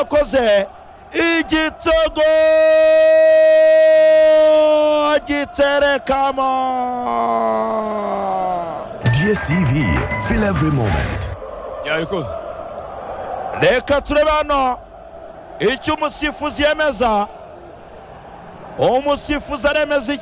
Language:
Kinyarwanda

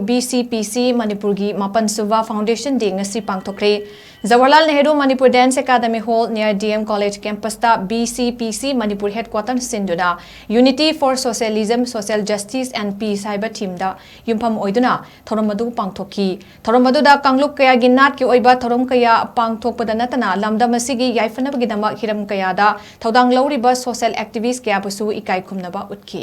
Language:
Manipuri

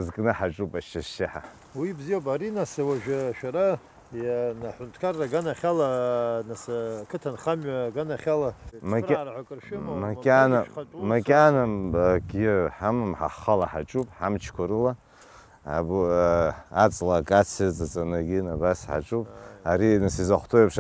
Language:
Abkhazian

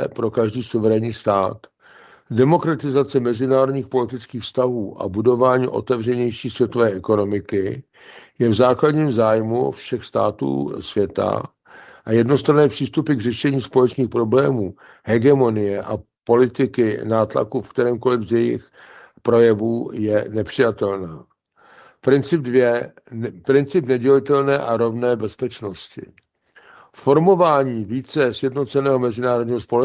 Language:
Czech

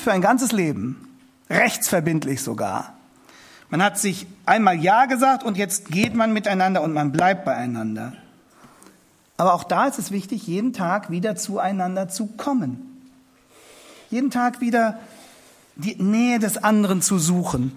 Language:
German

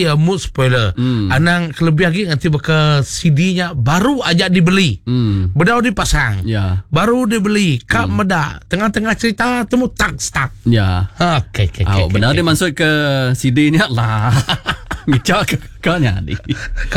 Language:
Iban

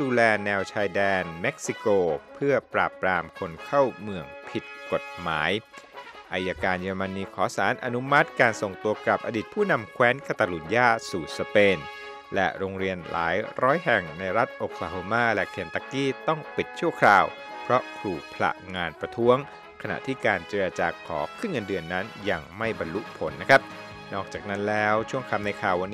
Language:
Thai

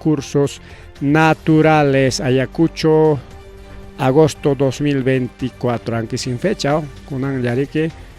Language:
Ayacucho Quechua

